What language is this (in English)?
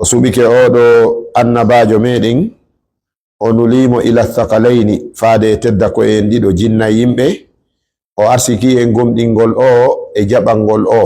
Fula